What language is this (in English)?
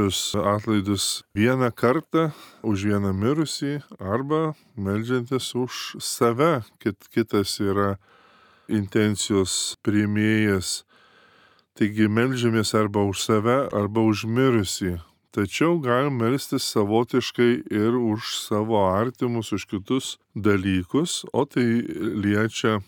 Lithuanian